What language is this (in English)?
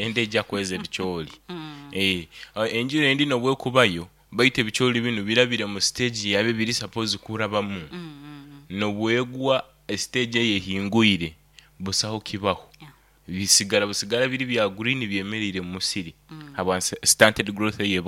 Nyoro